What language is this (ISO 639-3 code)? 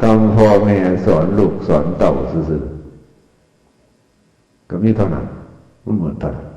tts